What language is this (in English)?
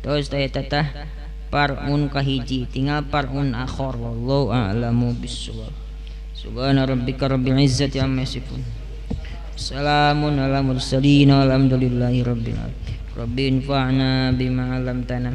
Sundanese